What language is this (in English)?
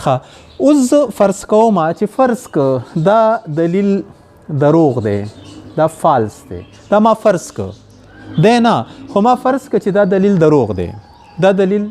Pashto